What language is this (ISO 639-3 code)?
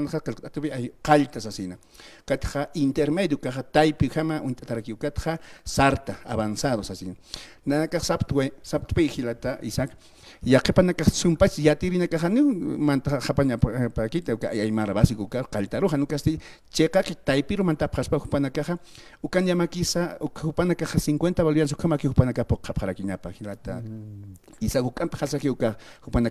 aym